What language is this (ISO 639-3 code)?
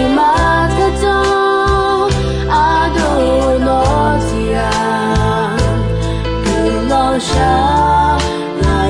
ahk